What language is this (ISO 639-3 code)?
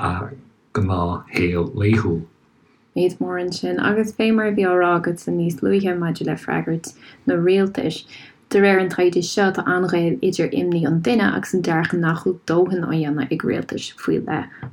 gle